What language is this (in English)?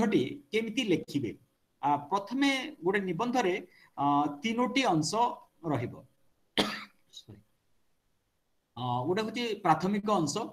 Odia